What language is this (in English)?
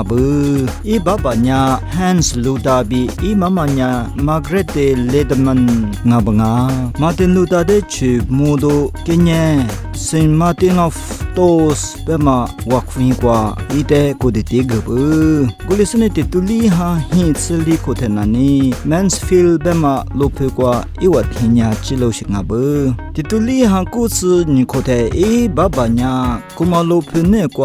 Lisu